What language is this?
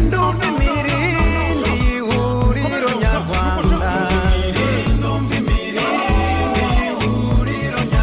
Kinyarwanda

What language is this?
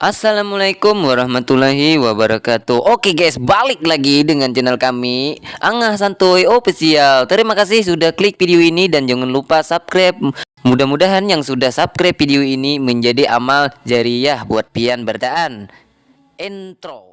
Banjar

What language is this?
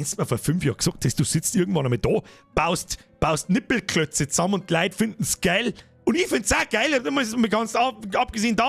Bavarian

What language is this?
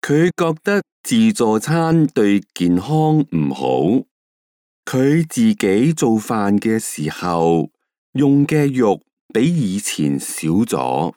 Cantonese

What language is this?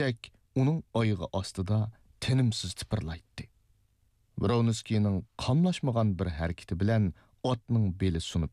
Uyghur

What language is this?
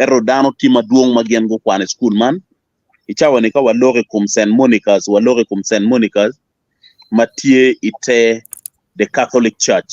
Acoli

